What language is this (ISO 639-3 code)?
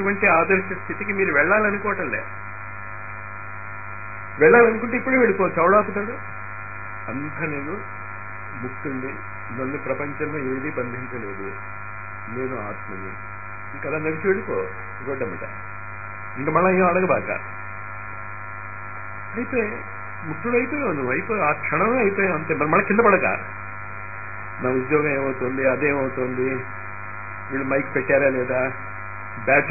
tel